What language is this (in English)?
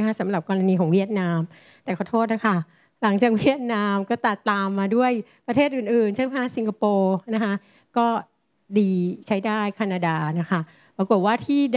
Thai